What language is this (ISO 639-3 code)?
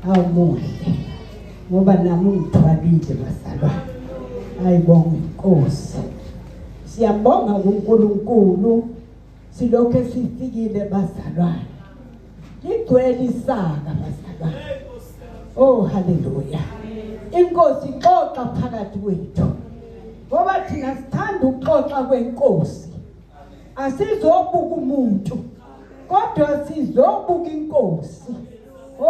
zul